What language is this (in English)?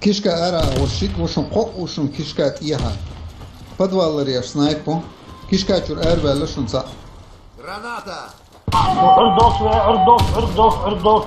Chechen